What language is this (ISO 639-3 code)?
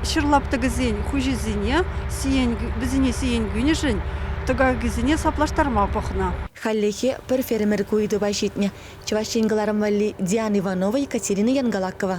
chv